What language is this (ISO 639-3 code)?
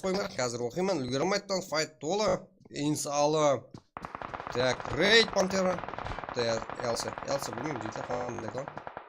kaa